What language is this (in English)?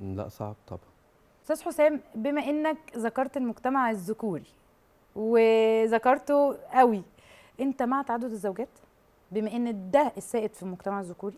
Egyptian Arabic